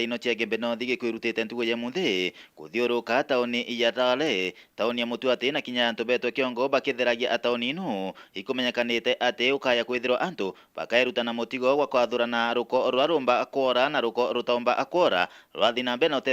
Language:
Meru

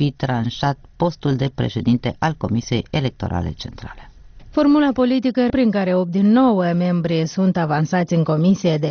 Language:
Romanian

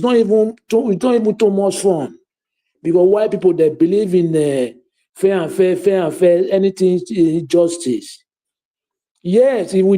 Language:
Nigerian Pidgin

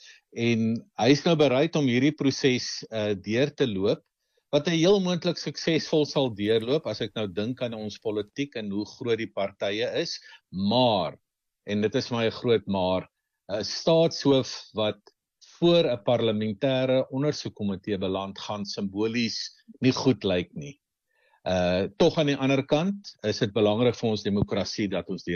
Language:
Afrikaans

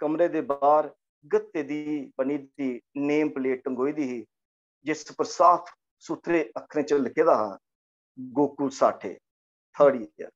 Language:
Dogri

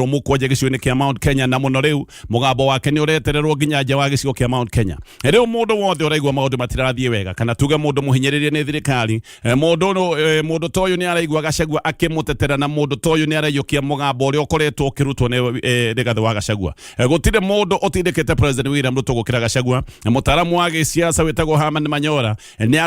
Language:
Kikuyu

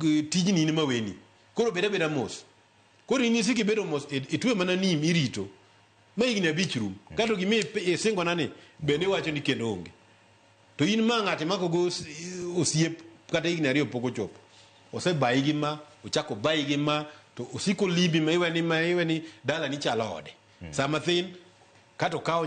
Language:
Luo (Kenya and Tanzania)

